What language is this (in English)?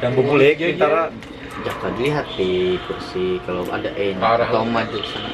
Banjar